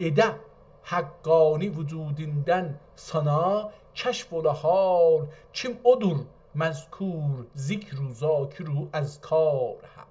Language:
South Azerbaijani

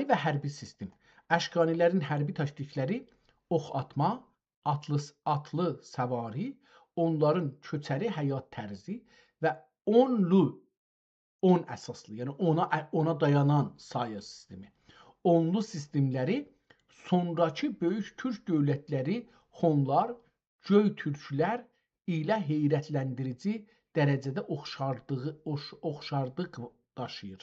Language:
South Azerbaijani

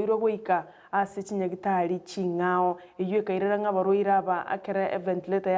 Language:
Gusii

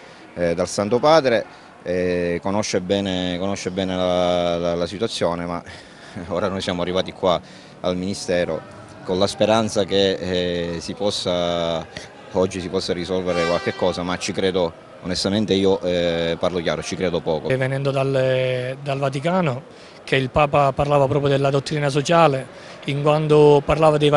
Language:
Italian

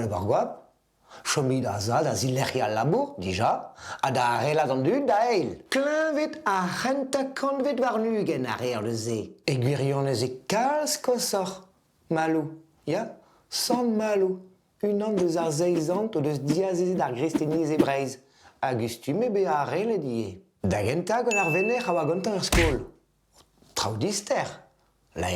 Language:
Breton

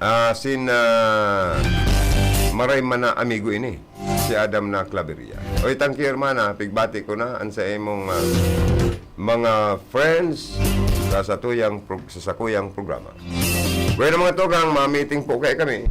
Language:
Bikol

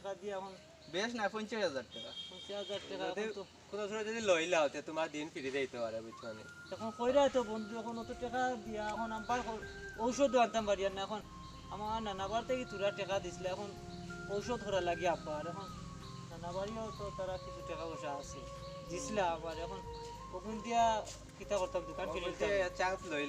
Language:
Sylheti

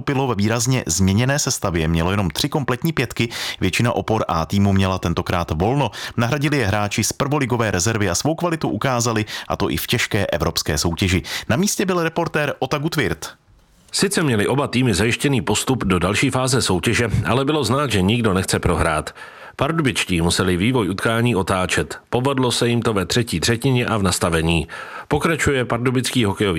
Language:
Czech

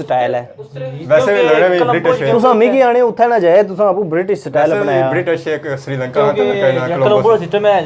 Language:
Pahari-Potwari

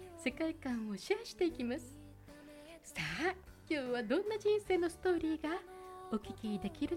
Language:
Japanese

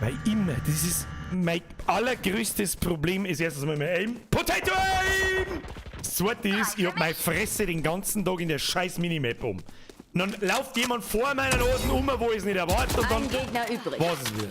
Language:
Bavarian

